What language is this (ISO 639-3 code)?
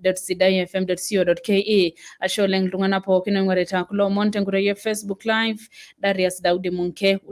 mas